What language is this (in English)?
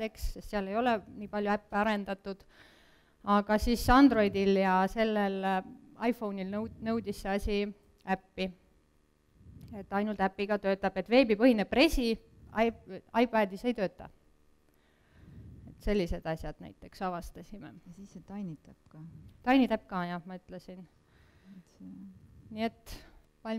Estonian